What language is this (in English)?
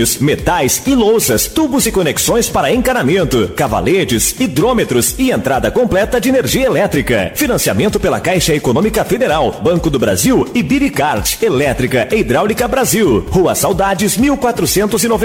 Portuguese